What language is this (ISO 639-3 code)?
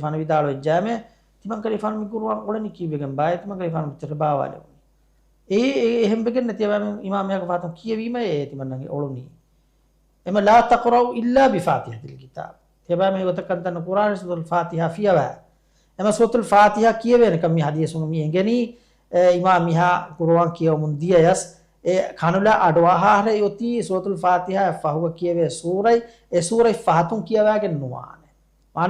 div